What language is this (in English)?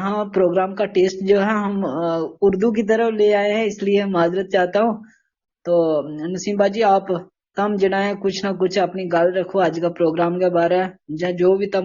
Gujari